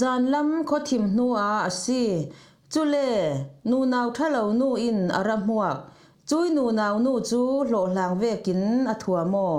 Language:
Falam Chin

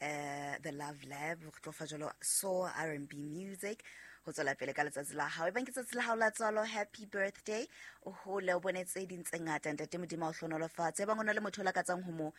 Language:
Southern Sotho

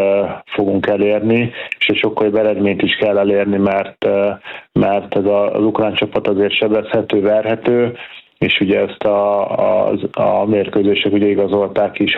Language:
Hungarian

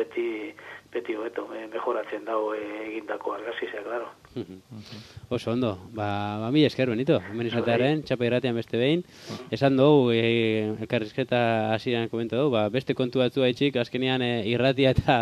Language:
Basque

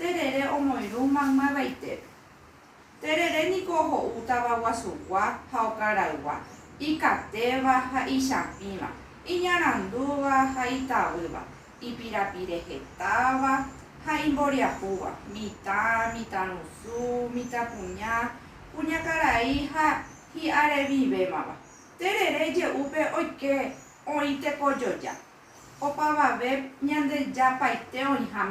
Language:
Guarani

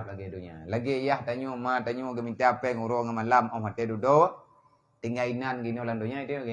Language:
Achinese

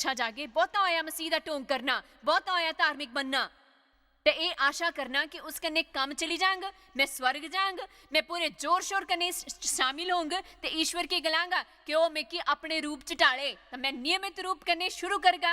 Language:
Dogri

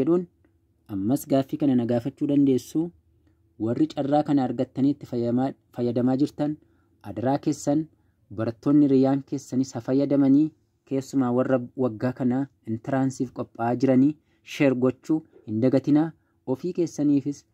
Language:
Oromo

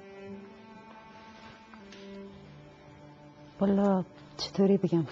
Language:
Persian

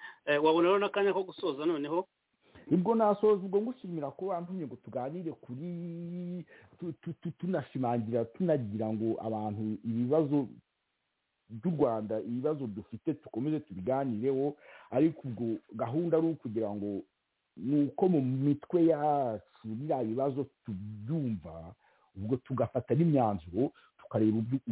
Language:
Kinyarwanda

